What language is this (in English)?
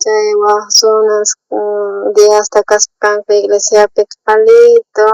South Bolivian Quechua